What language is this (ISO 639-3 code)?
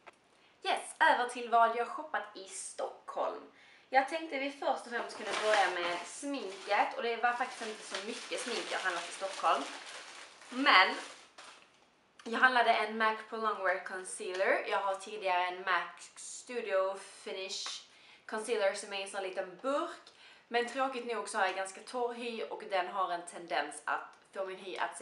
swe